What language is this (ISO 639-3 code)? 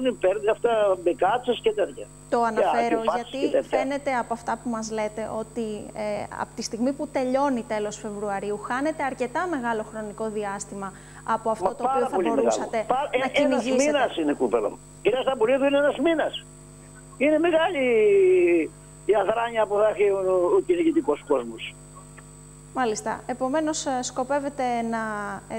ell